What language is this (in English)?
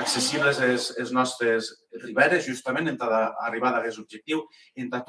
Occitan